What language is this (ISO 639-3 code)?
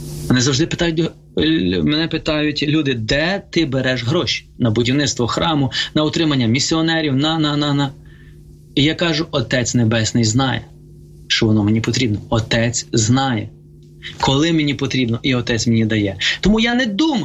ukr